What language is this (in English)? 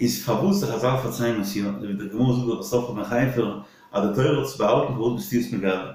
Yiddish